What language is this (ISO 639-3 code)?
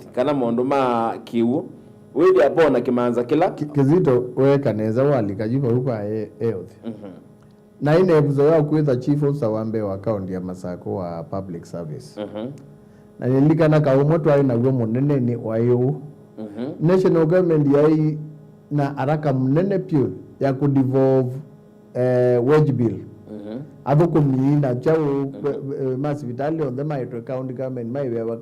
kam